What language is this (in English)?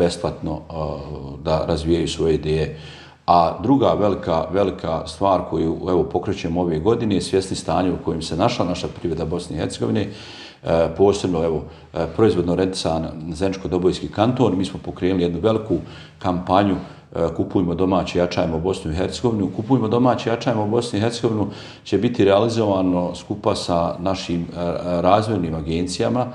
Bosnian